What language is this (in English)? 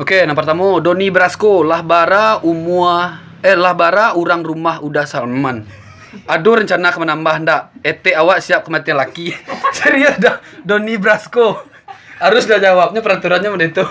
Minangkabau